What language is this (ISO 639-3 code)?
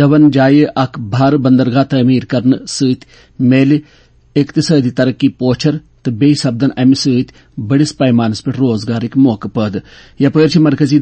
kas